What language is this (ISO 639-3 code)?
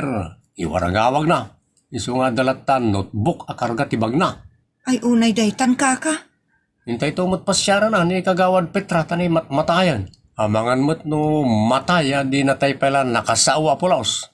ilo